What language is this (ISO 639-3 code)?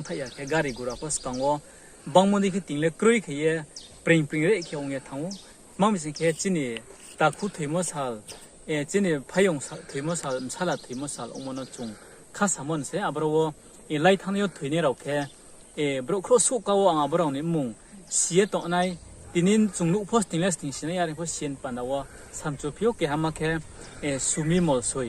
ria